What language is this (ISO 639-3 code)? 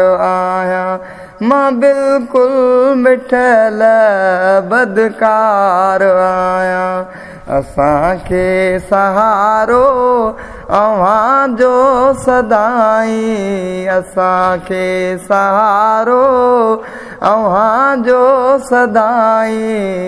snd